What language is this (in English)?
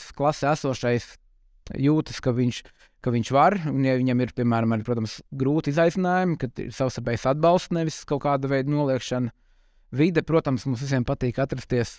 Latvian